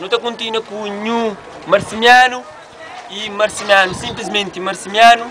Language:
Kabuverdianu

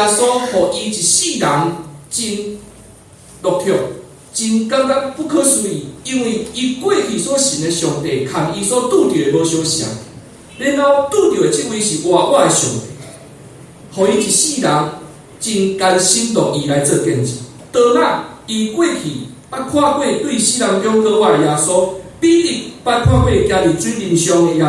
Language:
Min Nan Chinese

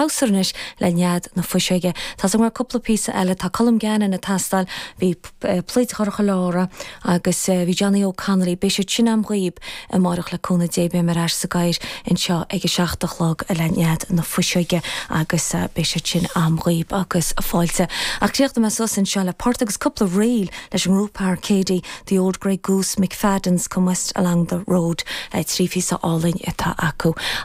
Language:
Irish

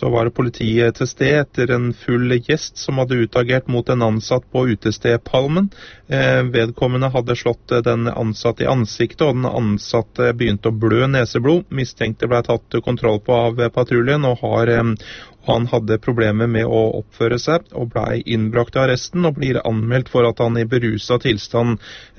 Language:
Norwegian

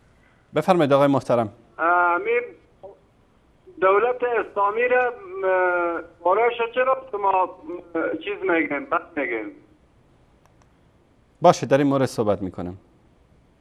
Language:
Persian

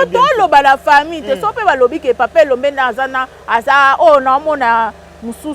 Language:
Lingala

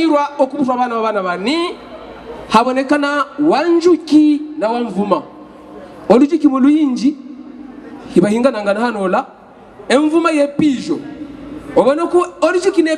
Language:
Havu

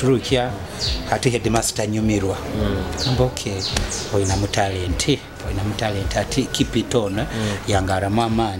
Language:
Nyoro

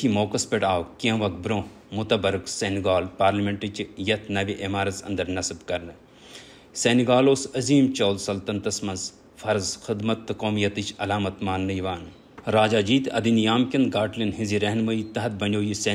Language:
Kashmiri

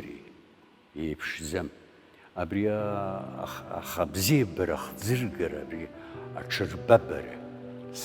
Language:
Abkhazian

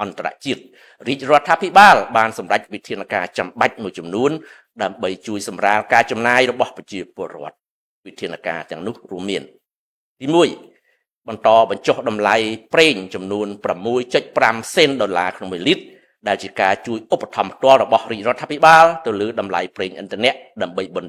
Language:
Khmer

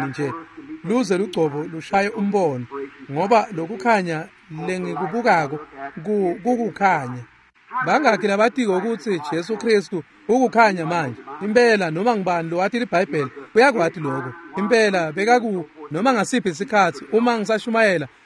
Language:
Swati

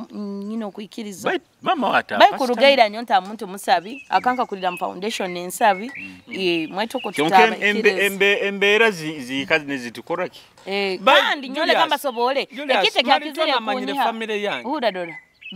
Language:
Nyoro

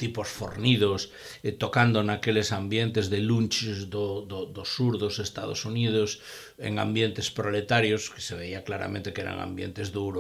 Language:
Galician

